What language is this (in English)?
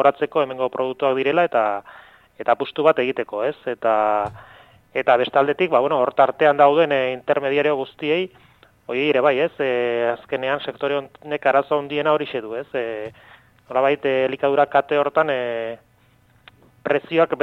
Basque